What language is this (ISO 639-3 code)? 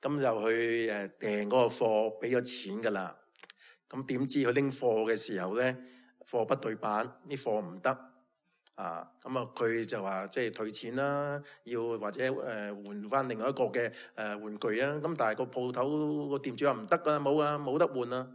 yue